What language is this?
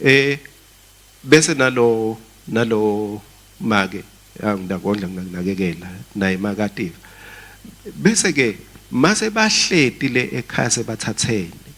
Swati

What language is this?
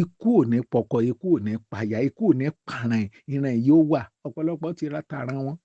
Yoruba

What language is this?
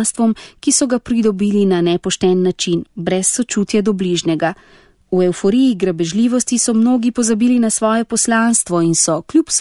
Slovenian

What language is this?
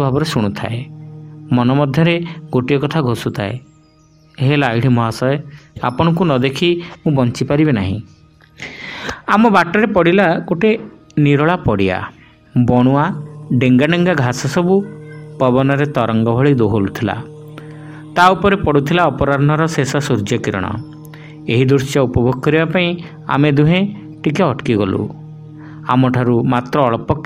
Odia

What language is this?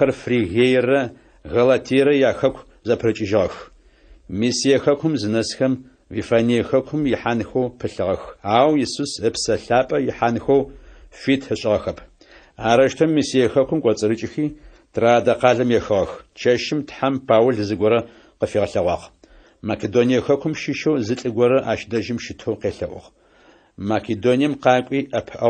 Adyghe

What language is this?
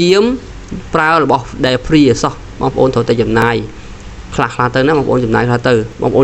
Khmer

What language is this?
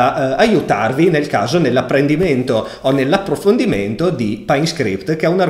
Italian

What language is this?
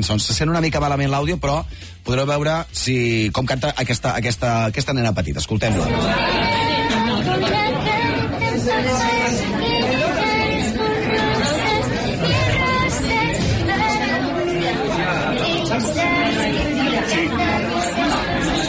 Catalan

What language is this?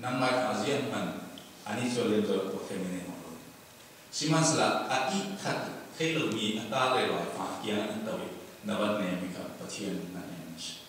Falam Chin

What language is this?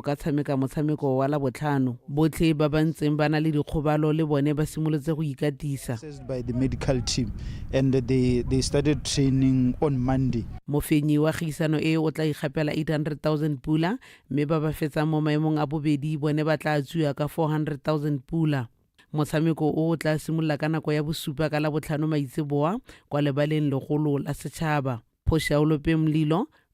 Tswana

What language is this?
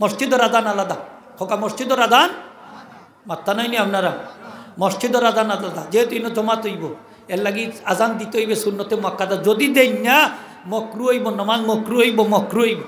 Sylheti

